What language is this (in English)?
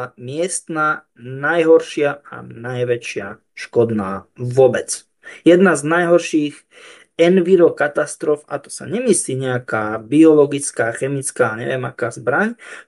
Slovak